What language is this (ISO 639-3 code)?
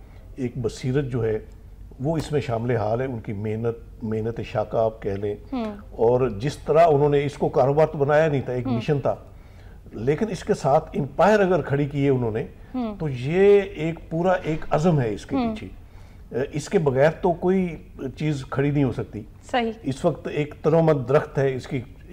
urd